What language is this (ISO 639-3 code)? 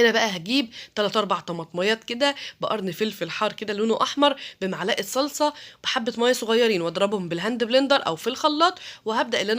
arz